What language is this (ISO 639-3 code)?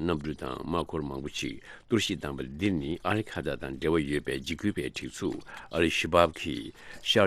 bod